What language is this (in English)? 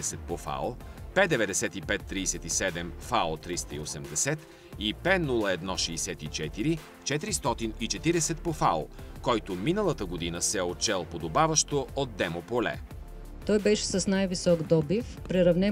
Bulgarian